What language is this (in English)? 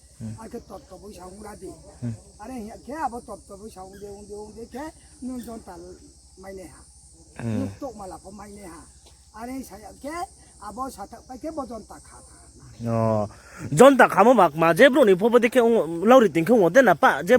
Riang (India)